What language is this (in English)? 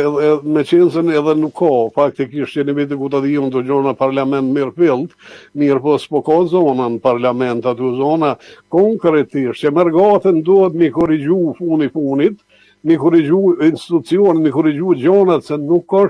Albanian